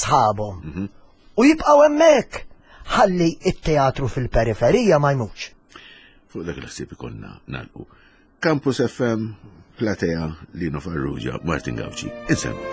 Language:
Maltese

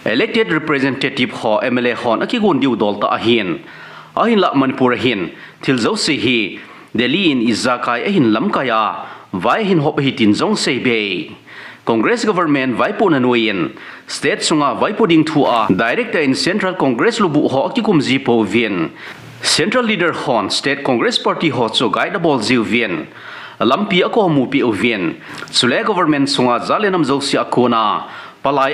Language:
Thado Chin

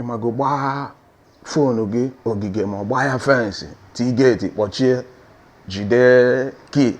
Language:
Igbo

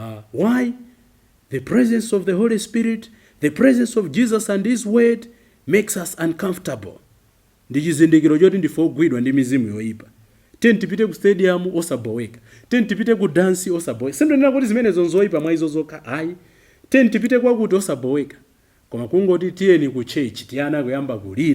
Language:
Nyanja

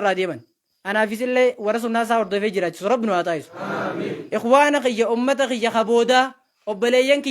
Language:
Oromo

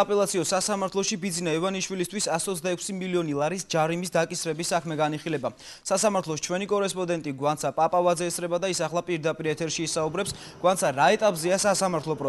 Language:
Georgian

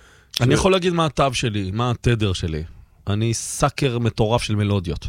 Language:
Hebrew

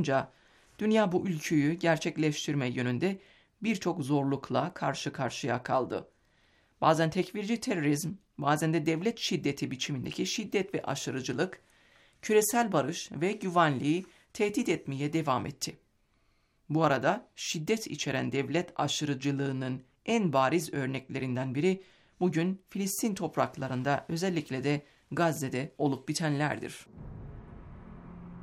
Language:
Turkish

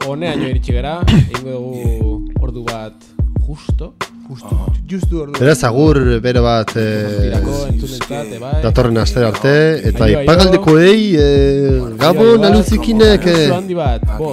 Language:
Basque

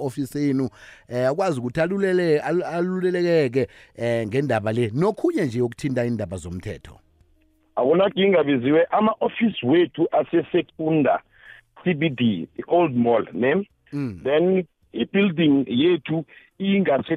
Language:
South Ndebele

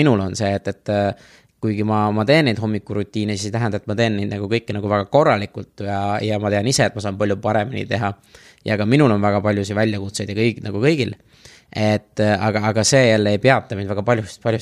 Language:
Estonian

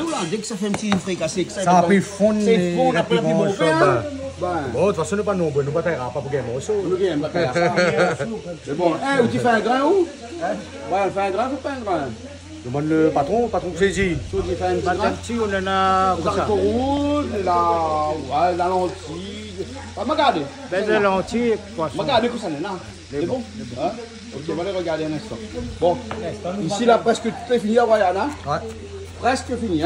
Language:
Réunion Creole French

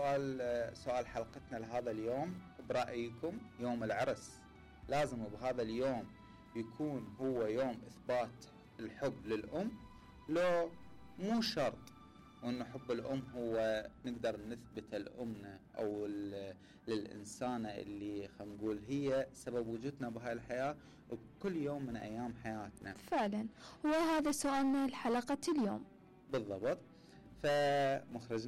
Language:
Mesopotamian Arabic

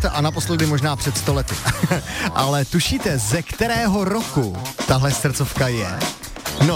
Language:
Czech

